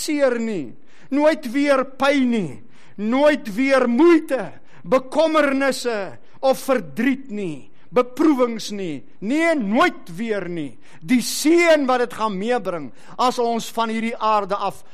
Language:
Afrikaans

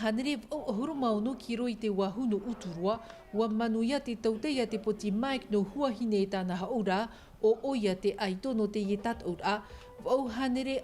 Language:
Tahitian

